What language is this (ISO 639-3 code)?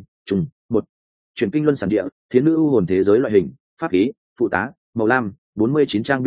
vie